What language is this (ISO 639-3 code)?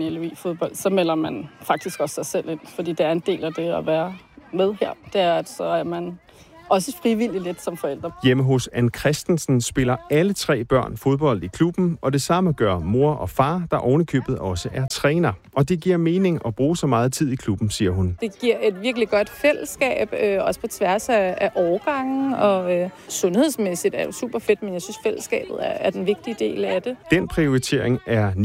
dan